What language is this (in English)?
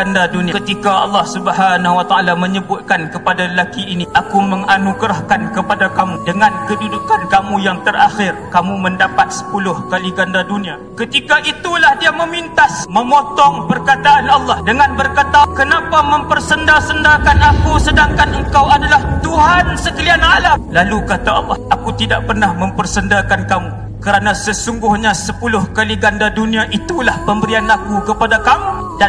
Malay